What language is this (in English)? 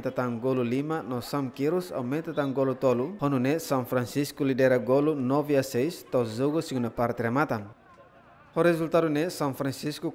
Tetum